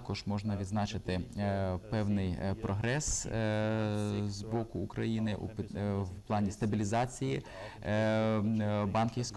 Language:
Ukrainian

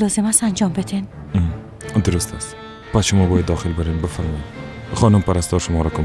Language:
Persian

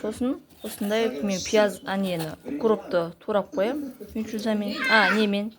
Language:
Kazakh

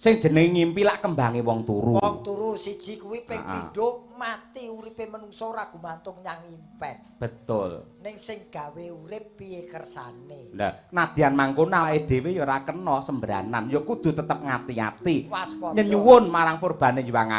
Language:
Javanese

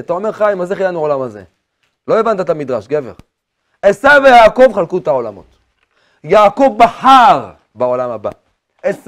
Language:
Hebrew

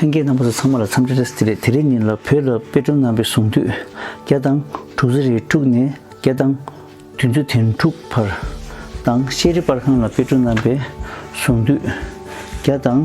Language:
Tibetan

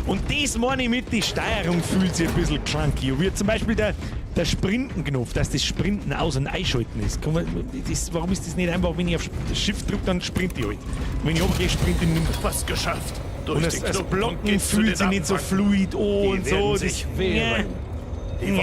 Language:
Bavarian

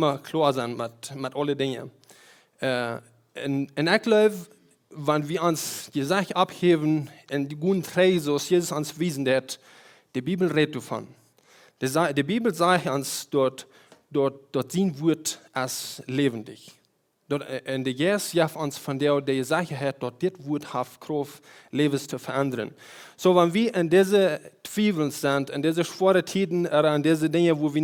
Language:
Plautdietsch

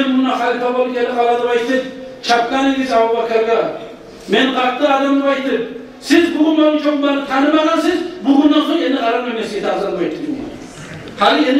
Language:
Kumyk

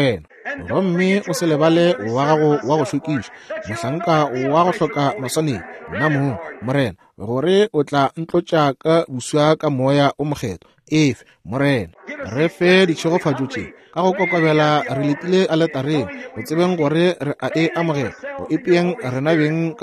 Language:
Northern Sotho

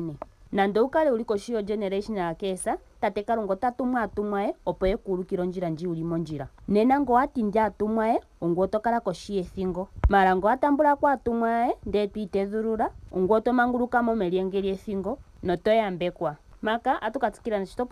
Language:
Ndonga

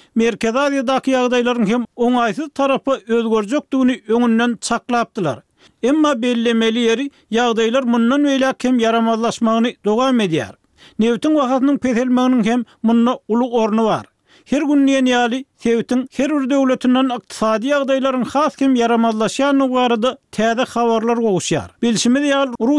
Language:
Turkmen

